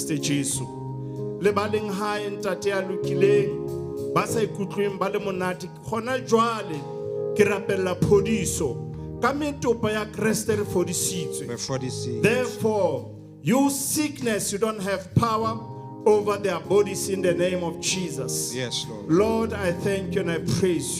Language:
Southern Sotho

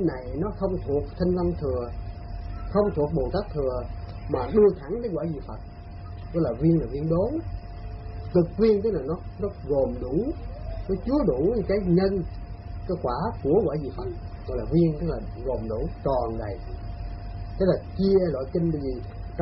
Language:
Vietnamese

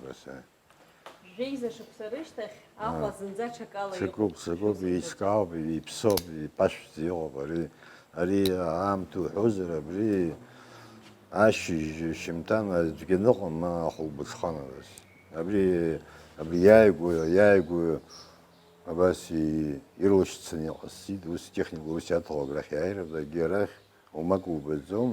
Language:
Abkhazian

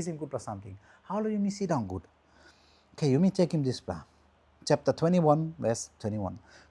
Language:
Tok Pisin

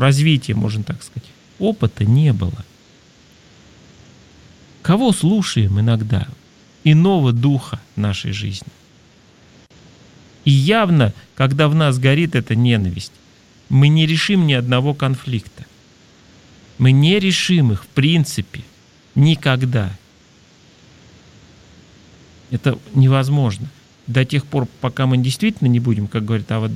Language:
Russian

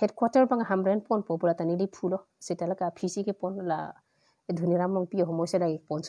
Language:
Karbi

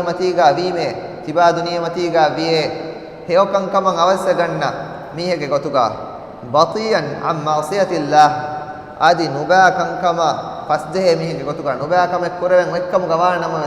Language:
Divehi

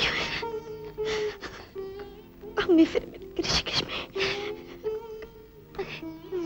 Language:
Bangla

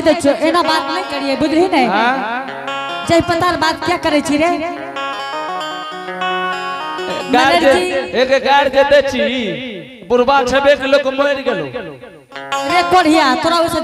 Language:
Angika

